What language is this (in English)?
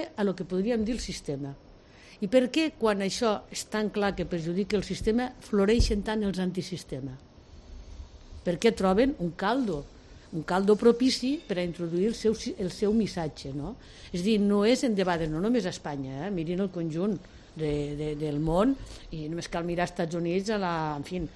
Catalan